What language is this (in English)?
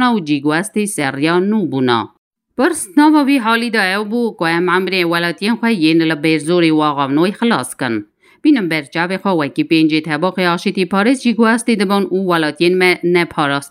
Kurdish